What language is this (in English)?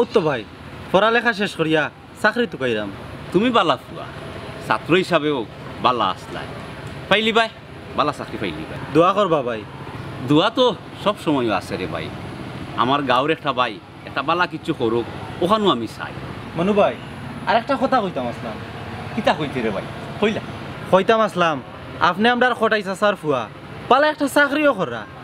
Sylheti